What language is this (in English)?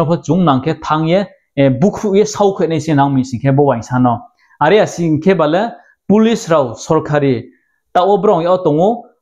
Riang (India)